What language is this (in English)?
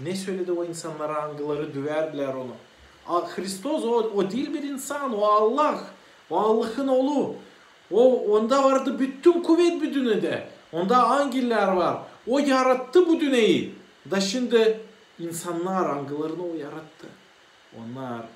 Gagauz